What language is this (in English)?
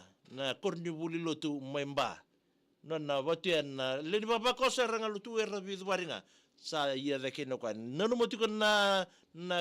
Fijian